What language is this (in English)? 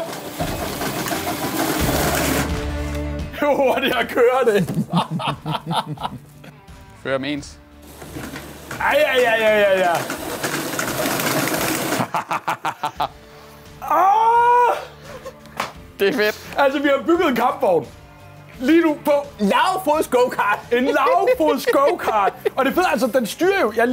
Danish